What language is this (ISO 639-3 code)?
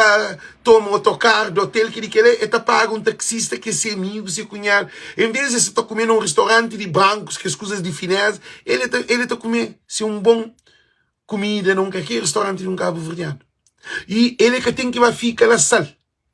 kea